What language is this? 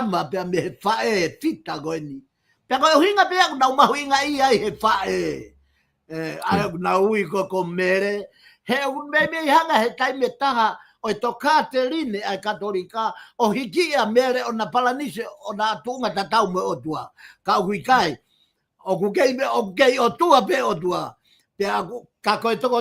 Tongan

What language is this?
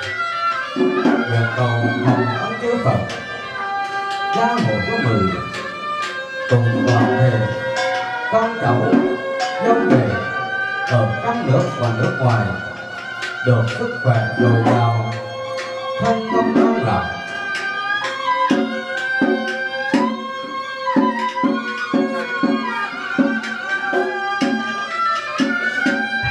Vietnamese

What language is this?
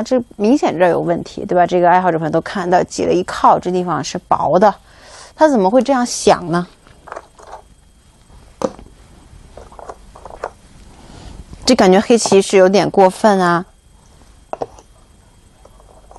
Chinese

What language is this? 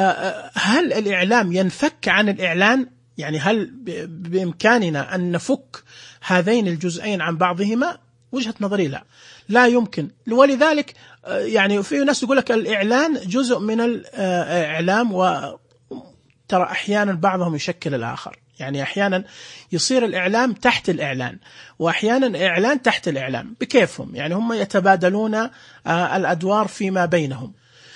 Najdi Arabic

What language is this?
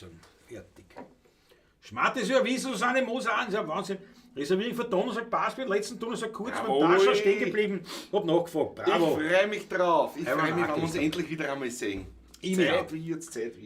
Bavarian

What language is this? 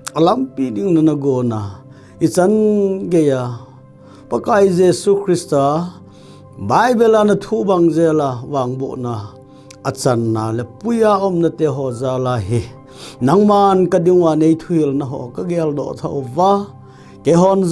Thado Chin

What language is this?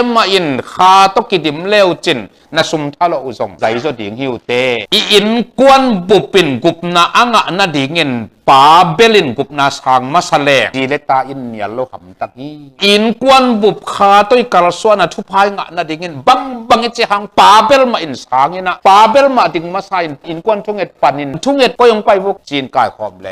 Tedim Chin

